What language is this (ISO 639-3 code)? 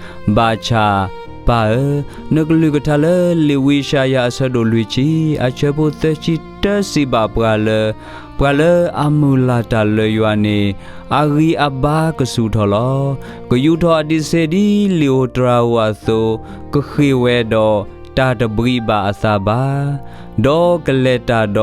ksw